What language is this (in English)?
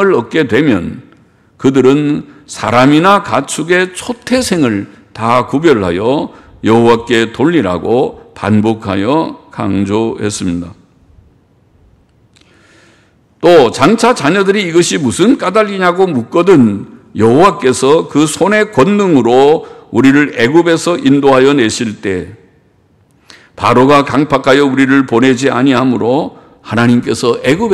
Korean